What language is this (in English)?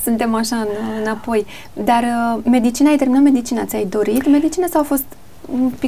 Romanian